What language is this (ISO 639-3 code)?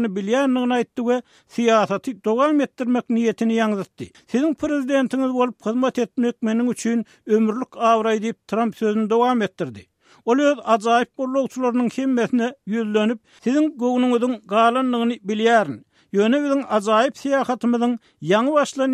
tuk